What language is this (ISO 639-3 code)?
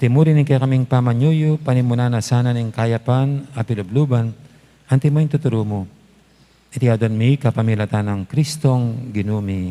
pam